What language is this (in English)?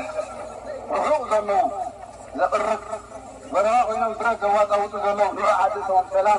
Tigrinya